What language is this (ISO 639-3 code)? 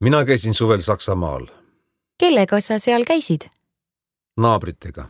est